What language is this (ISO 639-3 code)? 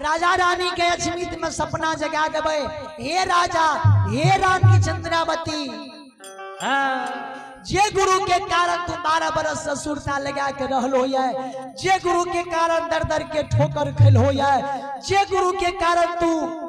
mai